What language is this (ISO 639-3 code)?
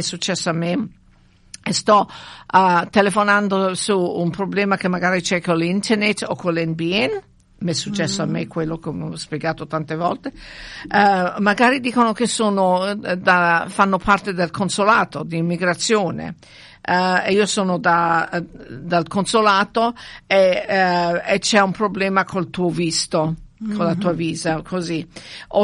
ita